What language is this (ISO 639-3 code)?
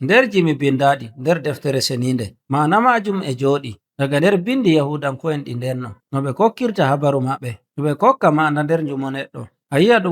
fuv